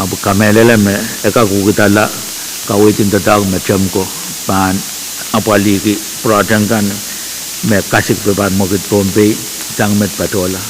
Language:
Pohnpeian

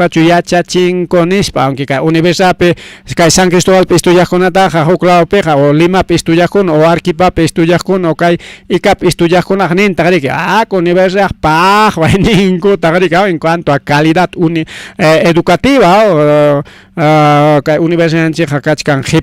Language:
Ayacucho Quechua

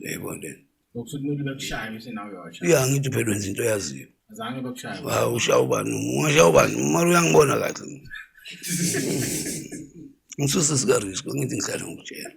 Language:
Zulu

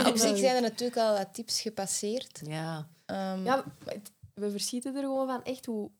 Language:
Dutch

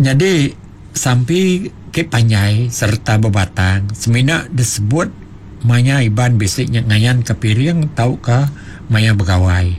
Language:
Iban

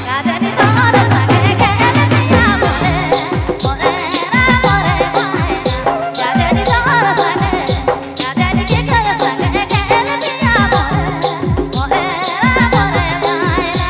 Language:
Sadri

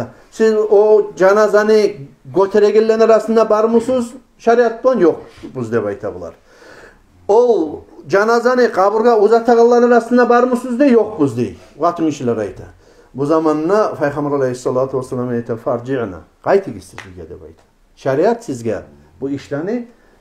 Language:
Kumyk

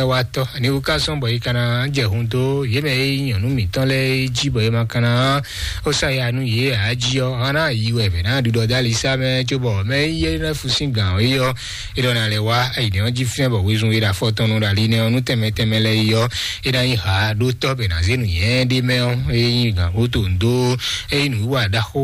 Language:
Fon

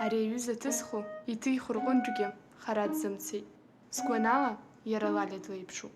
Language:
Abkhazian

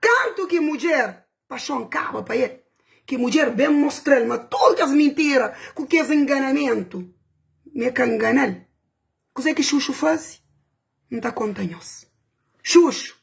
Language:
Kabuverdianu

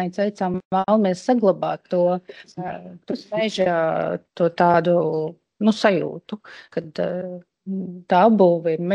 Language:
Latvian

